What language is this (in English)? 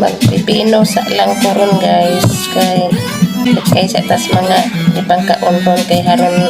Cebuano